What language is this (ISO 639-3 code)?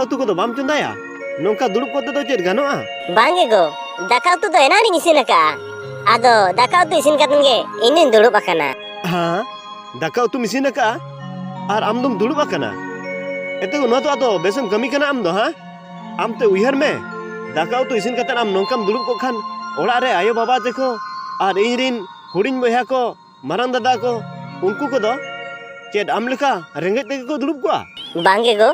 sat